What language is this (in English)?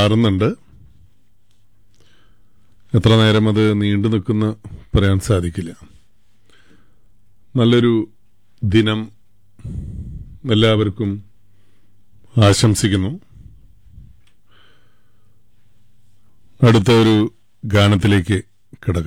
Malayalam